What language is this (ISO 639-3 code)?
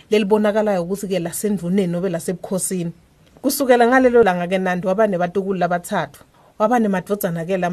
ssw